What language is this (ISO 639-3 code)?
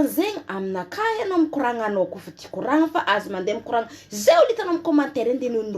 mlg